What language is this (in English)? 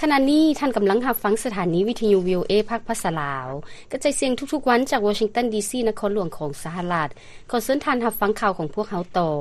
Lao